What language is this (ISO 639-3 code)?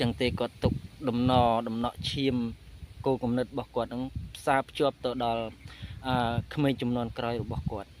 khm